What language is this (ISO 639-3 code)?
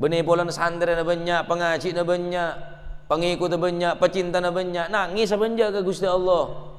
mad